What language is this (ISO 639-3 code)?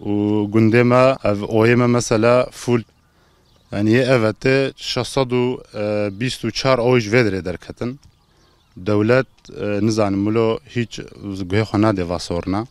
kur